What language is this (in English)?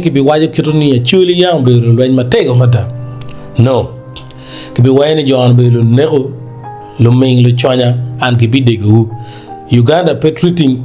Acoli